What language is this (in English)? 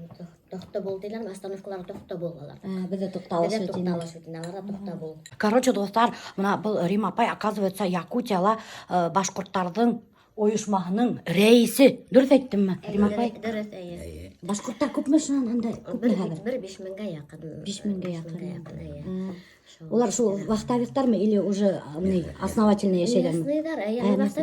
Bashkir